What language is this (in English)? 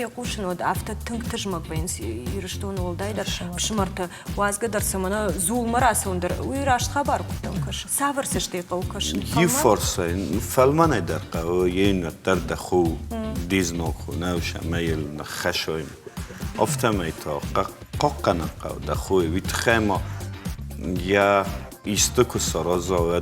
Ossetic